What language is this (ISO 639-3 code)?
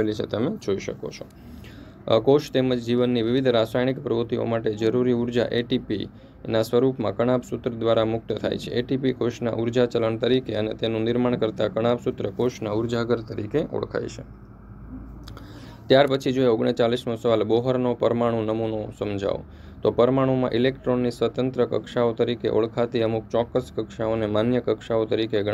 guj